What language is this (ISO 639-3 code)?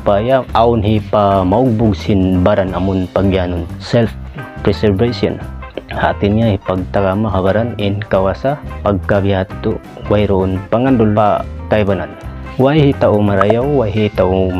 tsg